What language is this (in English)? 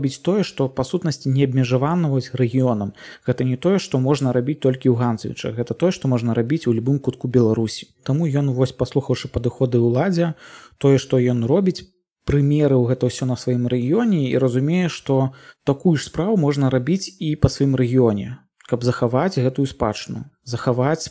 Belarusian